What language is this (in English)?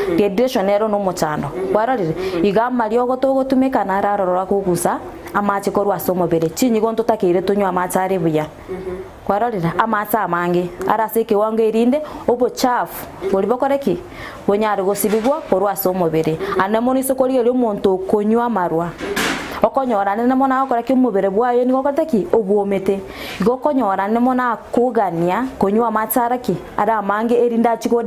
Gusii